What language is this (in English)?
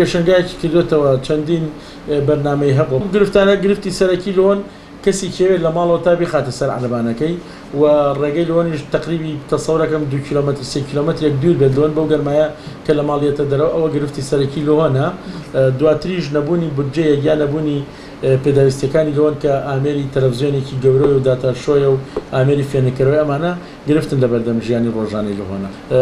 Central Kurdish